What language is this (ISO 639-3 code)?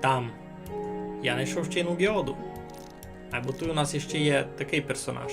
rue